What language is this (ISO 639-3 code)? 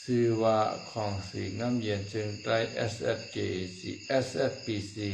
shn